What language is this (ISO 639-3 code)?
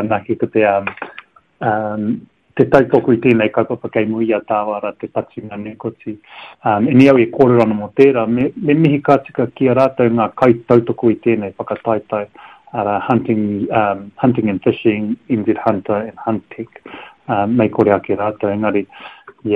mri